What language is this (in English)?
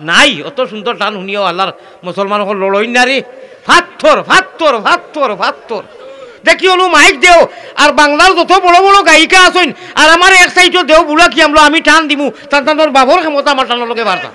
Sylheti